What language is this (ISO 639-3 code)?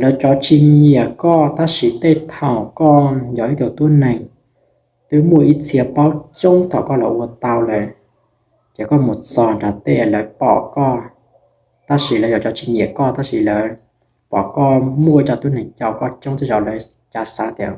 hmn